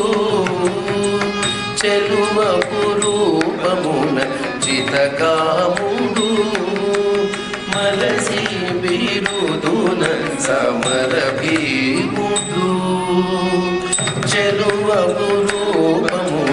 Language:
Telugu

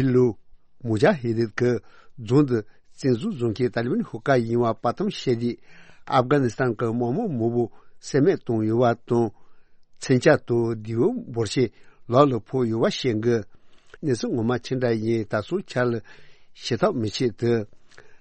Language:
Tibetan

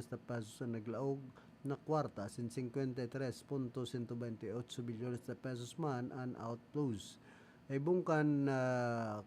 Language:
Bikol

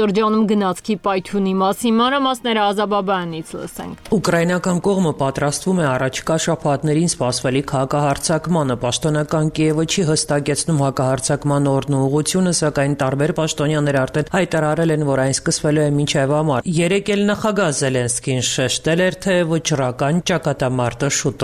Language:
Armenian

